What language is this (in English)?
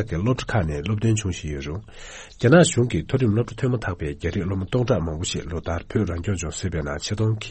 Tibetan